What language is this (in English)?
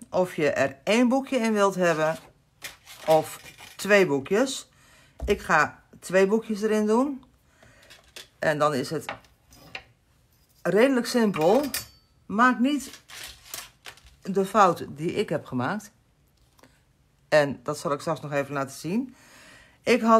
Dutch